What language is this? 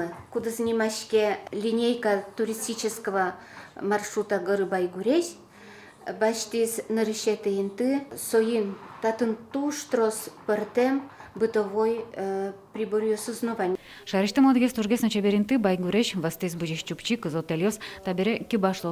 Udmurt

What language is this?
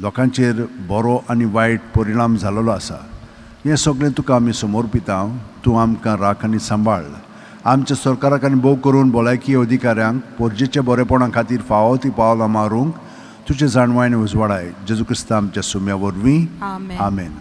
Konkani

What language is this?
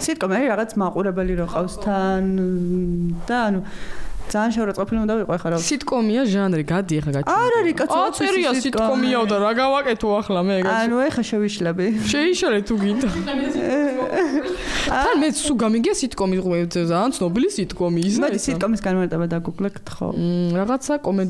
Georgian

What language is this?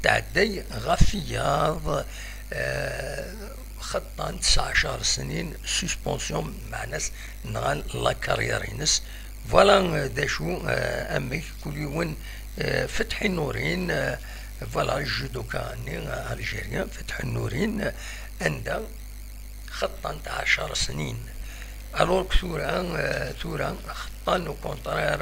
Kabyle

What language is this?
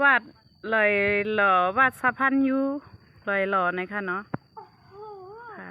Shan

